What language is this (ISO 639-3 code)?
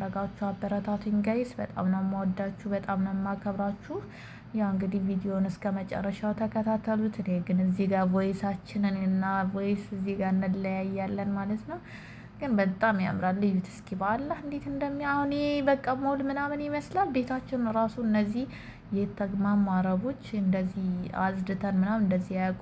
amh